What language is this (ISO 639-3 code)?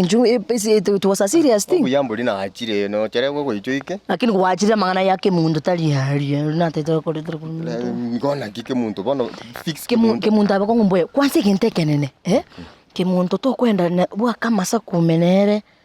guz